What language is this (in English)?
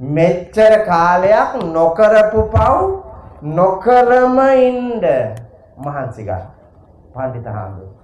Sinhala